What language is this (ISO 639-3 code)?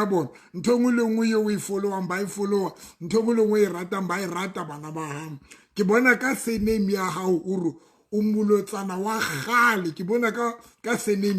sot